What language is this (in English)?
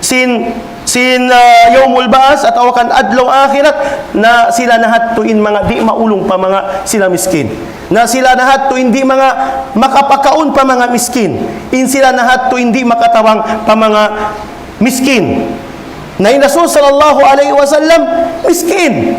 Tausug